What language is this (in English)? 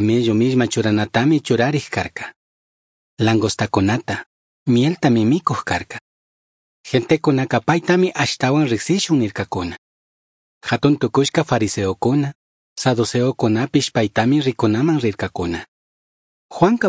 Chimborazo Highland Quichua